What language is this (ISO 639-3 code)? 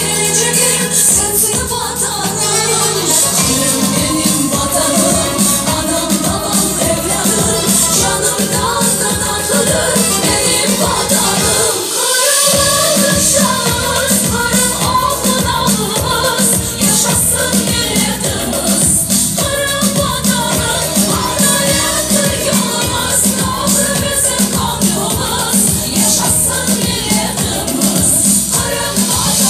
crh